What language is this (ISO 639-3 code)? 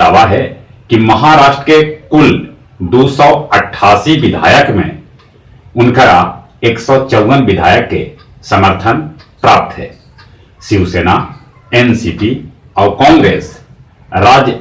mag